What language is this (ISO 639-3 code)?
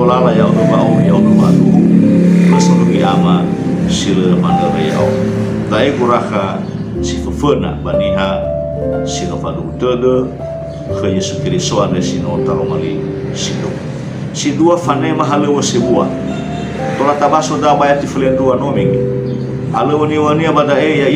nia